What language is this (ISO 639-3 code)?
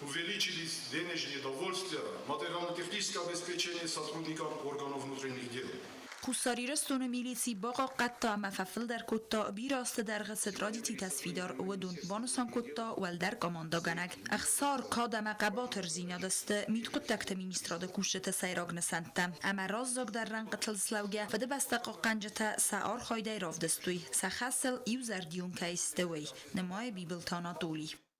oss